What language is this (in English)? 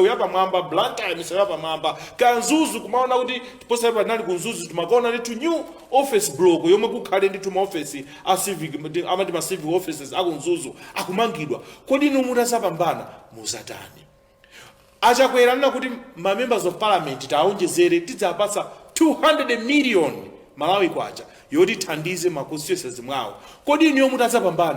Nyanja